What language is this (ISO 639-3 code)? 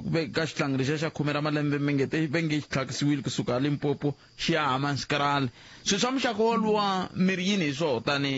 tso